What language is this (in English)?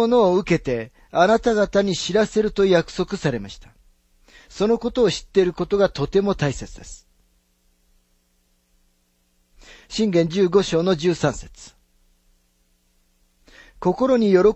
Japanese